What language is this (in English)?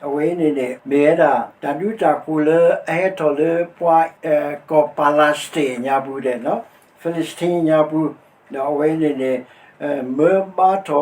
S'gaw Karen